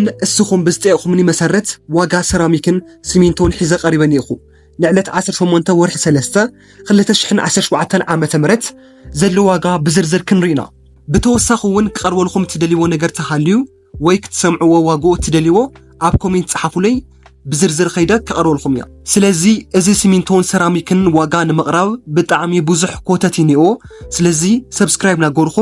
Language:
Tigrinya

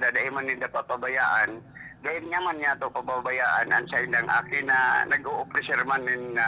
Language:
Bikol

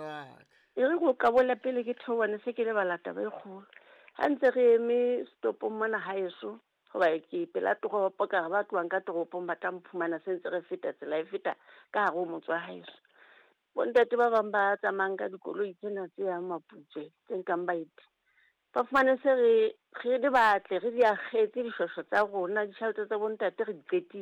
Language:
Southern Sotho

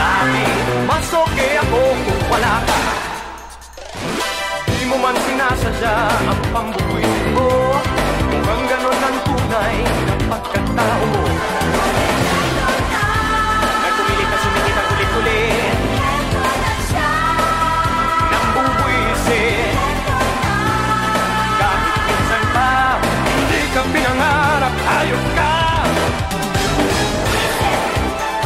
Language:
Filipino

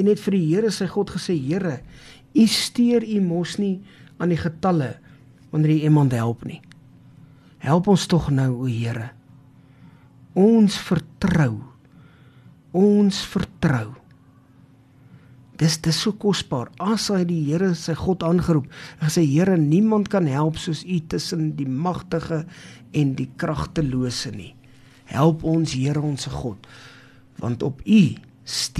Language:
Afrikaans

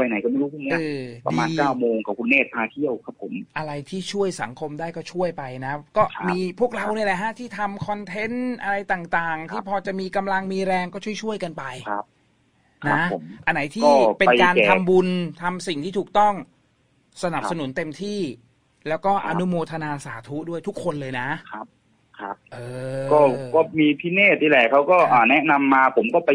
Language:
Thai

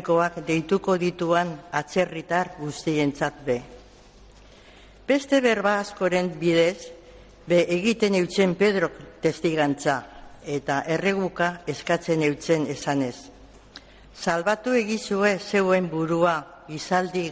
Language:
Basque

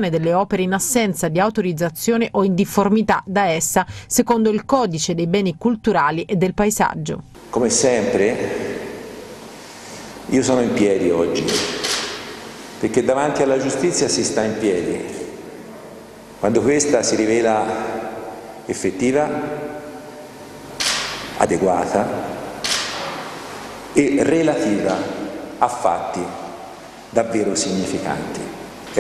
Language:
Italian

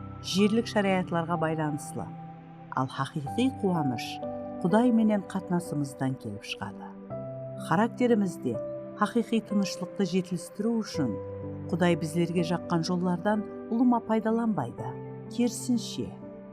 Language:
Kara-Kalpak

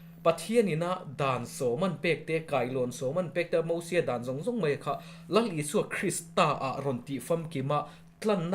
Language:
Mizo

